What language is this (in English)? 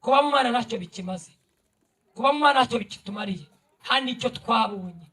Kinyarwanda